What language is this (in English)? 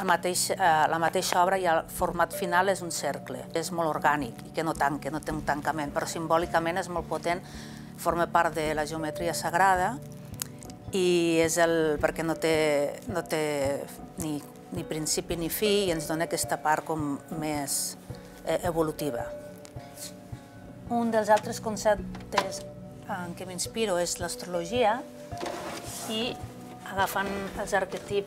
Catalan